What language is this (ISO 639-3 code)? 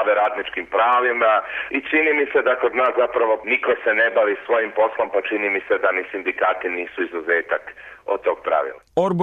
srp